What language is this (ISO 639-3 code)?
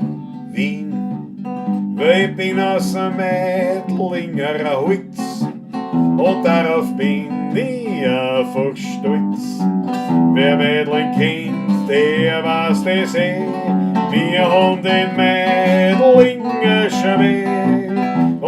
bar